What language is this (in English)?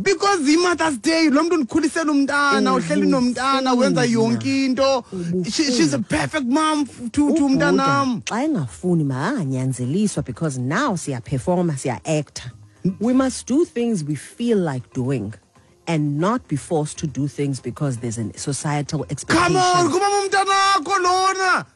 Xhosa